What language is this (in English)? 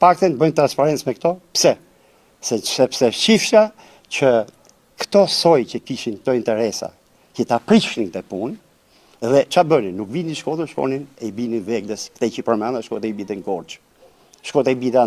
Albanian